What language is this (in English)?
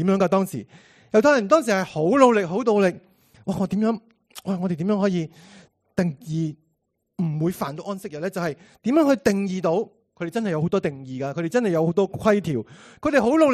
Cantonese